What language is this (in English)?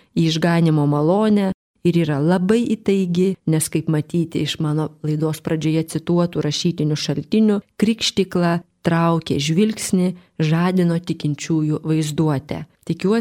Lithuanian